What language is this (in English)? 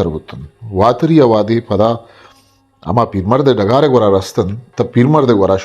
Baluchi